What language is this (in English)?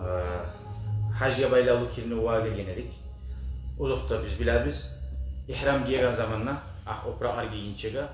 Kumyk